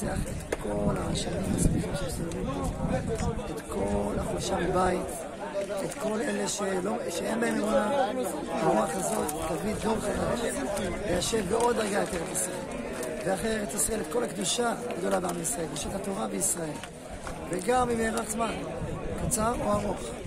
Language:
Hebrew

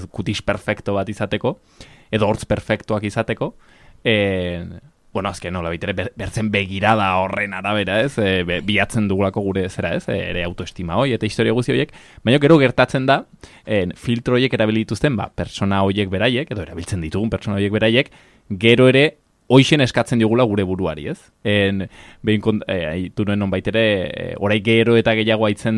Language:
Basque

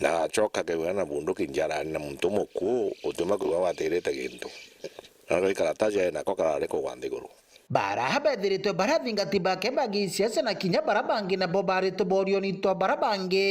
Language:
Meru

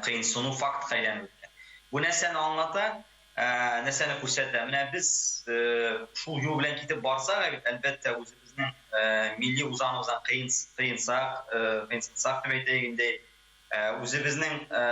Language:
Tatar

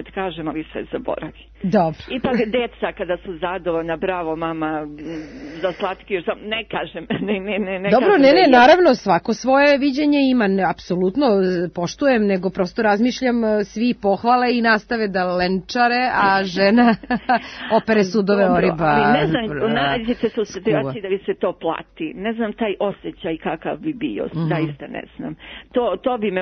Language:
Serbian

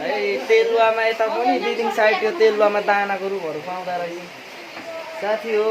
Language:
Nepali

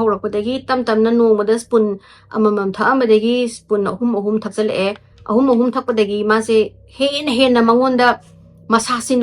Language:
Manipuri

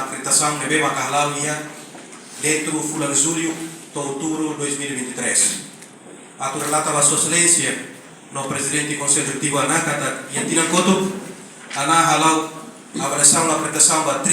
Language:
Tetum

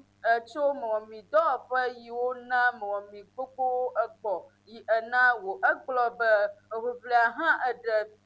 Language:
Ewe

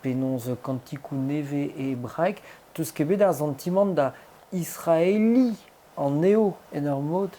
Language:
Breton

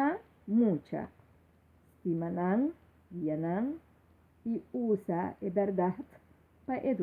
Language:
Papiamento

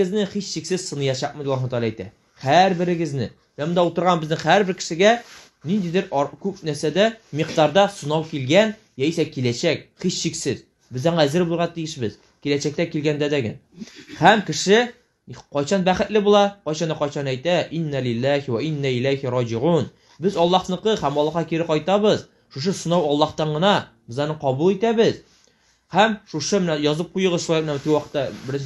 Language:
Tatar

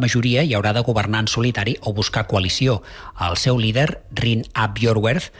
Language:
Catalan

